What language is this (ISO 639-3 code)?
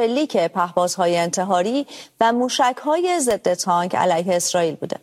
fas